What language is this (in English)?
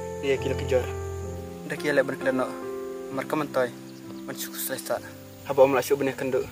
Khasi